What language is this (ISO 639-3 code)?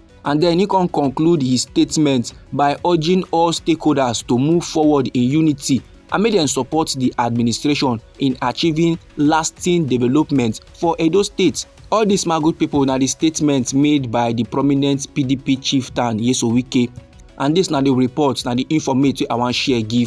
pcm